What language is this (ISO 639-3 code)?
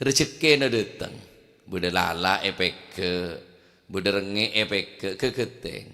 mad